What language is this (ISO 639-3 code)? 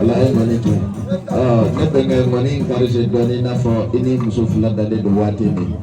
bam